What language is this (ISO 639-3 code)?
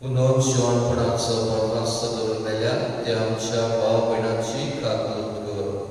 kok